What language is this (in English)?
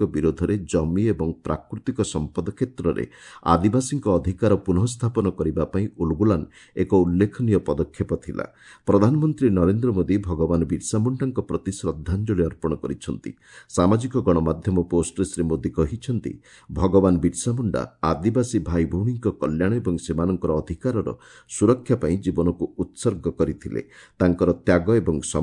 Odia